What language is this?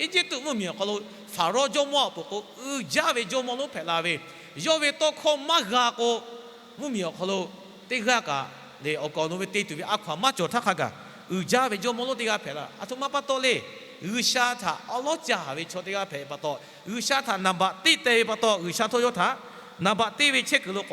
Lahu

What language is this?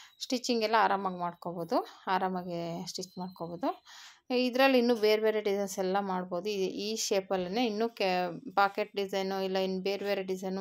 Kannada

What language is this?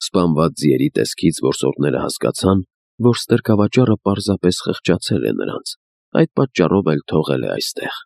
Armenian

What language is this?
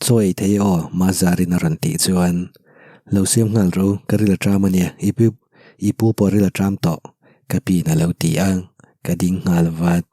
Mizo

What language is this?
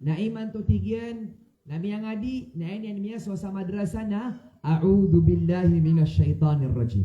Maranao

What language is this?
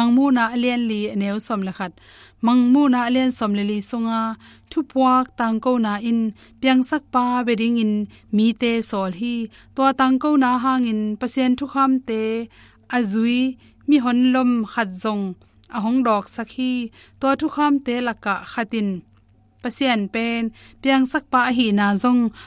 Tedim Chin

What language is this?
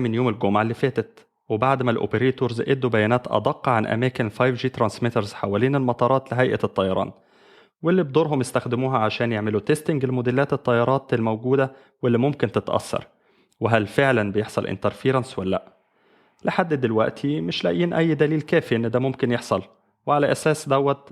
Egyptian Arabic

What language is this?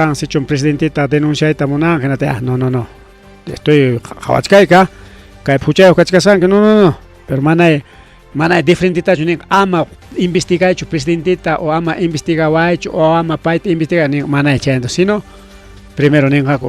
Ayacucho Quechua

